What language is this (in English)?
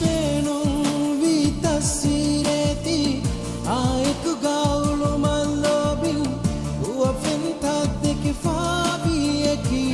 Divehi